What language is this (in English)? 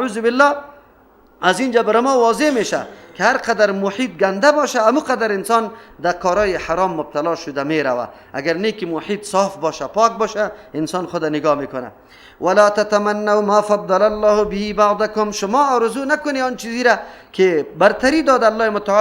Persian